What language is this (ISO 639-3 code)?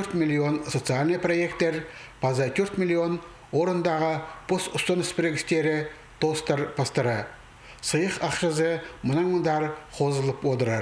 kjh